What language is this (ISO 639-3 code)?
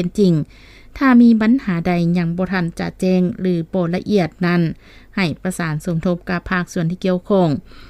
lao